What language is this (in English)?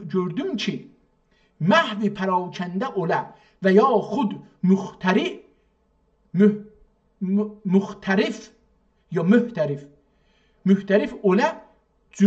South Azerbaijani